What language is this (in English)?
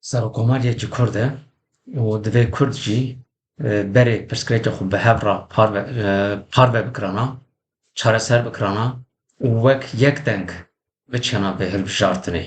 Kurdish